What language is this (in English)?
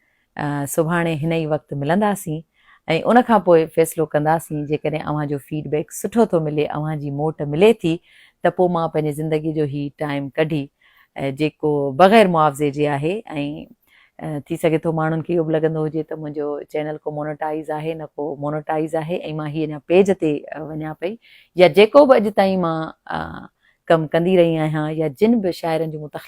Sindhi